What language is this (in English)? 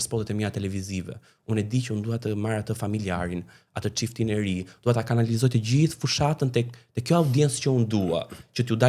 Albanian